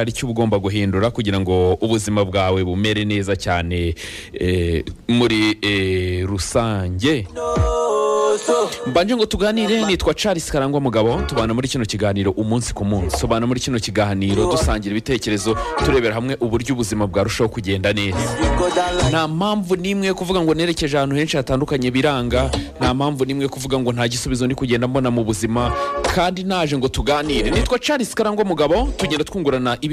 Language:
Kinyarwanda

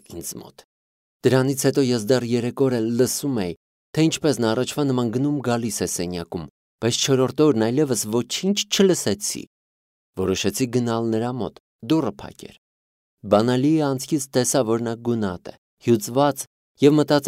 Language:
Armenian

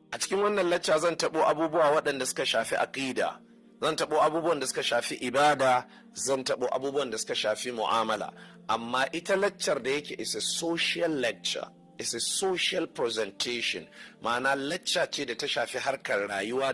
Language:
Hausa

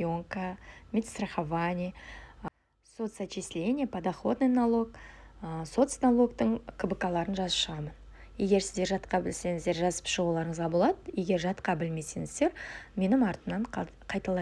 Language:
Kazakh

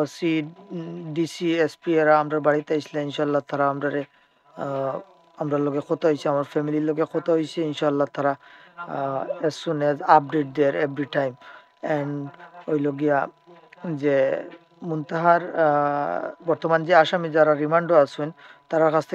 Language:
Sylheti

